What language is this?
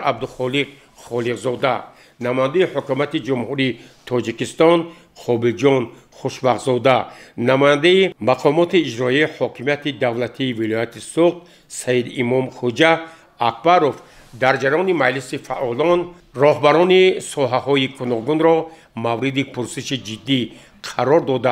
Tajik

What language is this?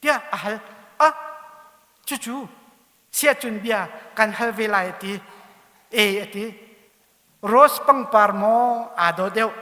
Hakha Chin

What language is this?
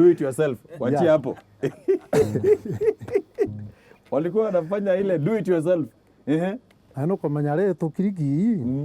Meru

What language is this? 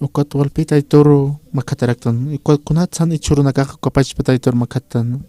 Aymara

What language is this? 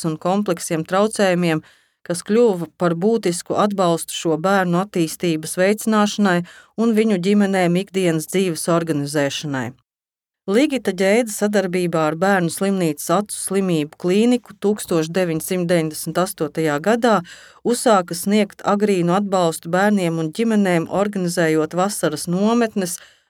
Latvian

